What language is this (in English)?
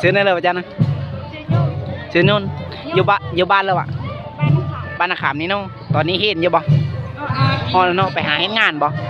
Lao